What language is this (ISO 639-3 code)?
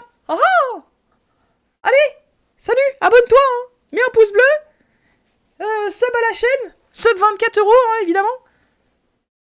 fra